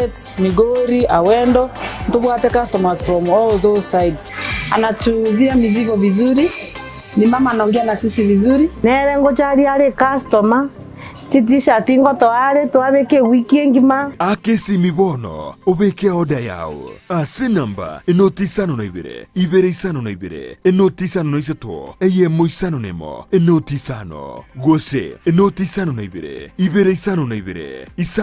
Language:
Gusii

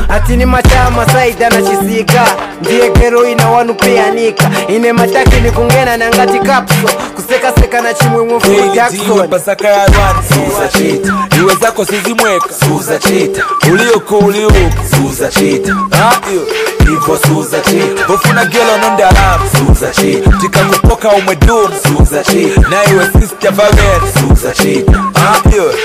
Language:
Nyanja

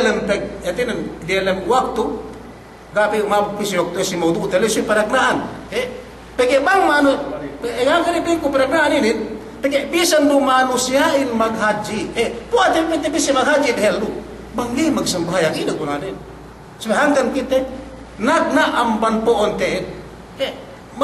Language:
Yakan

